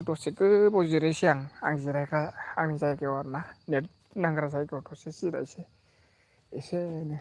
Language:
Bodo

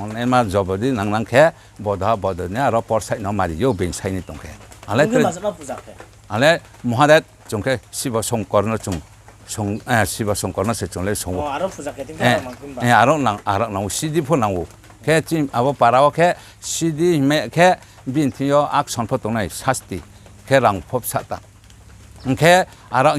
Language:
Riang (India)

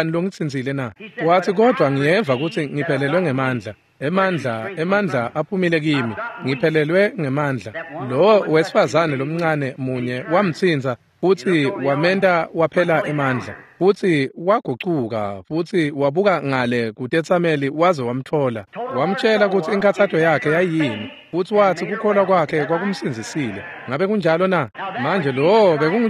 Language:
Swati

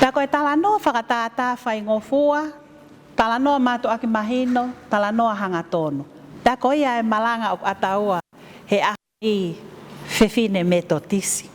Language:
Tongan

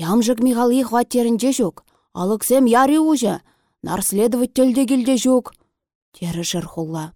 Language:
Chuvash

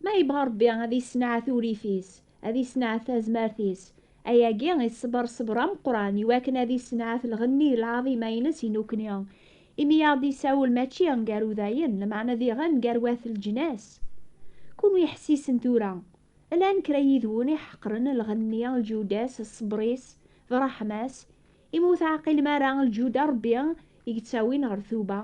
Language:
Kabyle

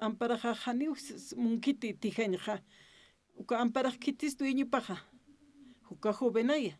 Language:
Aymara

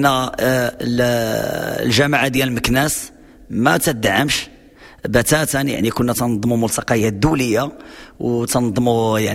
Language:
Moroccan Arabic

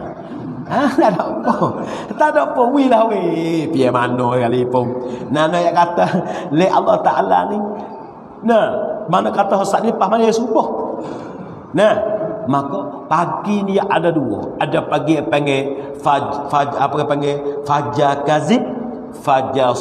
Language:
Pattani Malay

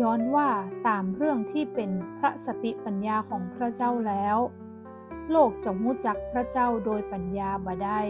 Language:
Northern Thai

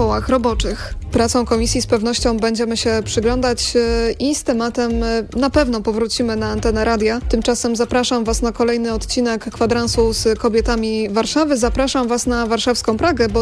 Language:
Polish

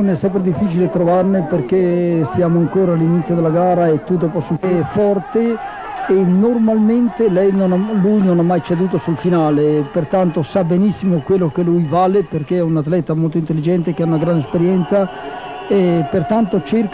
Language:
Italian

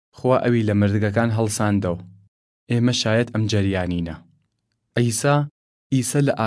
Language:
Southern Kurdish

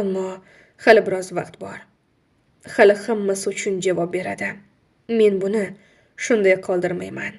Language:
Uzbek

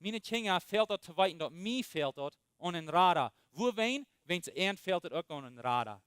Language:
Plautdietsch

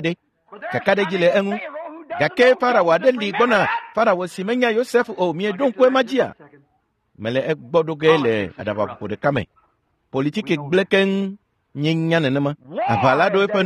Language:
Ewe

